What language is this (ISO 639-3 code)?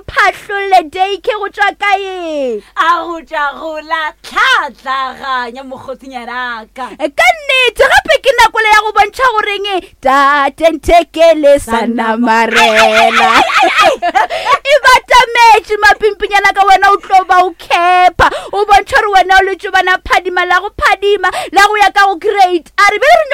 nso